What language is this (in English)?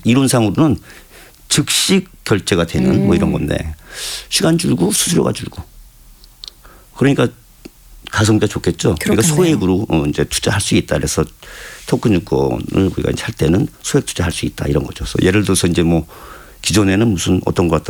Korean